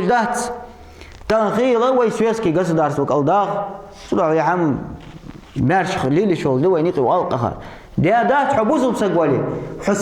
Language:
Ingush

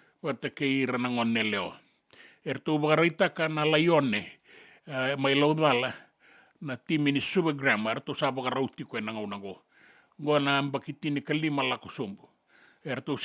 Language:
Fijian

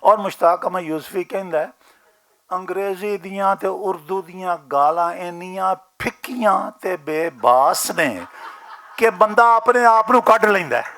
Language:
Western Panjabi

